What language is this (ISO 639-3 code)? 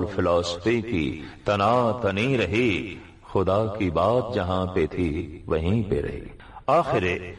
pan